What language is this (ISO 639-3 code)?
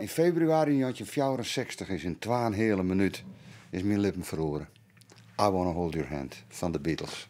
fry